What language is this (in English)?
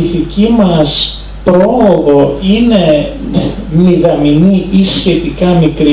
Greek